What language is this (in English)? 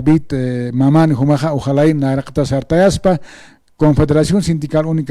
Aymara